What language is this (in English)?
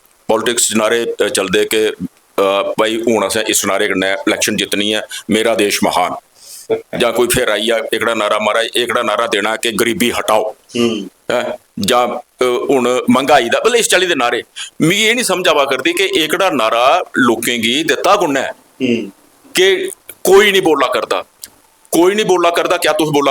Dogri